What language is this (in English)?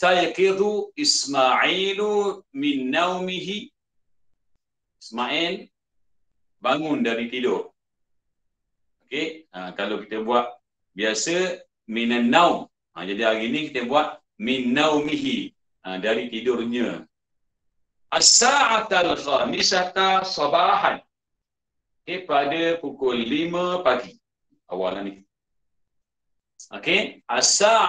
Malay